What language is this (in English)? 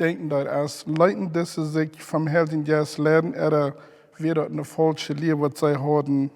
Plautdietsch